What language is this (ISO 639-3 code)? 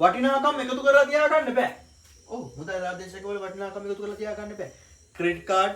sin